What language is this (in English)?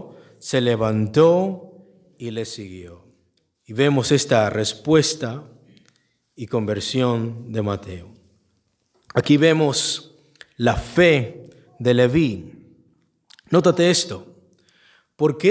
Spanish